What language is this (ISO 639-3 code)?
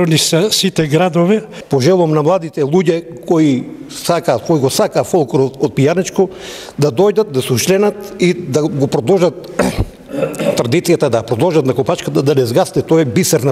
mkd